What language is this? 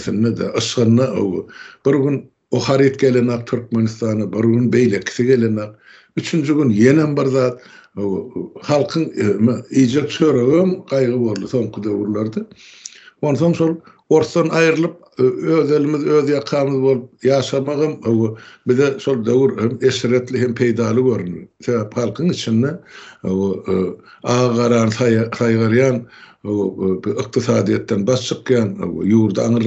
Turkmen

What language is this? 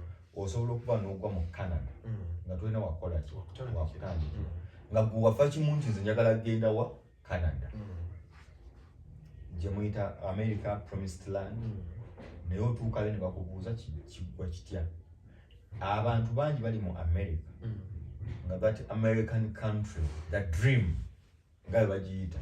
Ganda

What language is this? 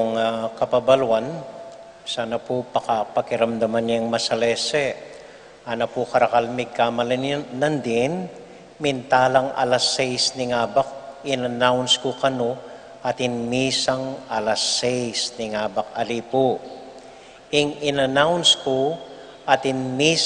Pampanga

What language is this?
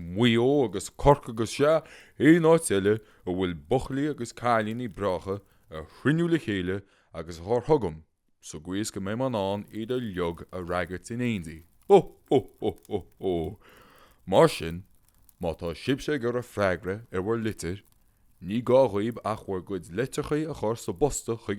Irish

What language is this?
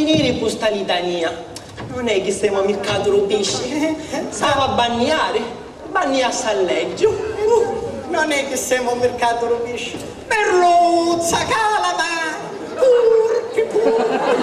Sicilian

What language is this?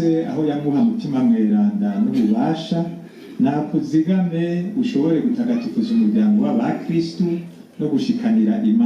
Rundi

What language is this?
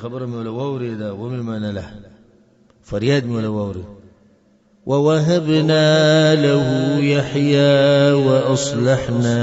Pashto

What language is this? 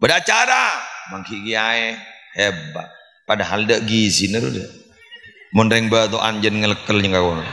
Madurese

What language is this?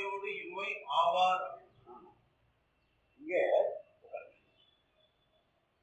Tamil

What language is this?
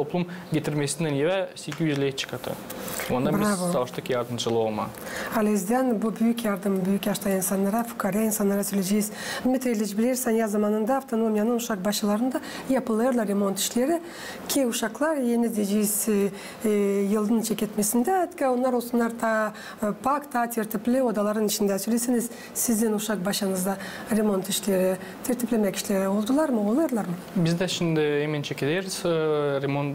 Gagauz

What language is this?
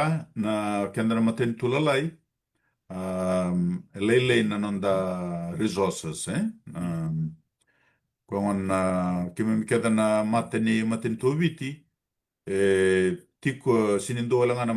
Fijian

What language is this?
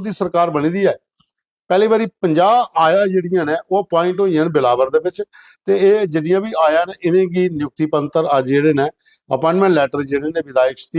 Dogri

